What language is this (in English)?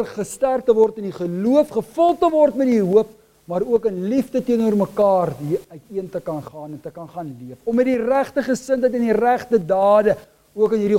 Afrikaans